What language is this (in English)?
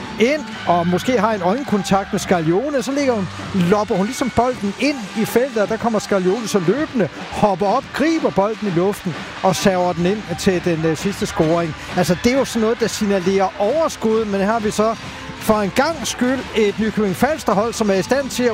Danish